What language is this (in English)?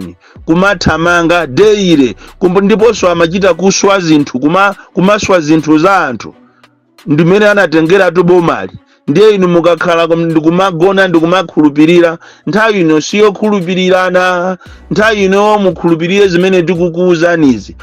Nyanja